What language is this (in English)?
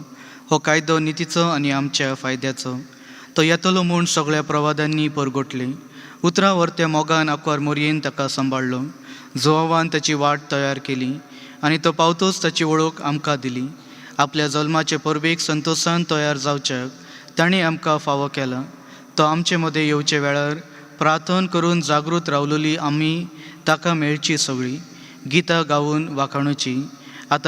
Konkani